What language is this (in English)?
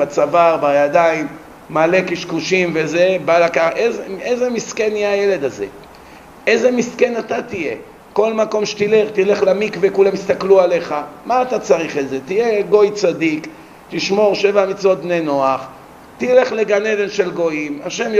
Hebrew